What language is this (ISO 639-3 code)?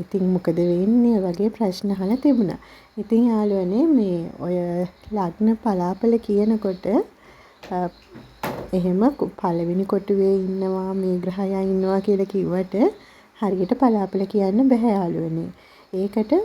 sin